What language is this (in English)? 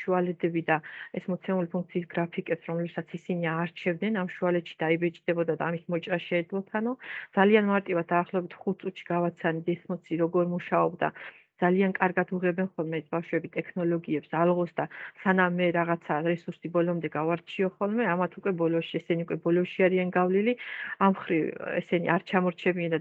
Georgian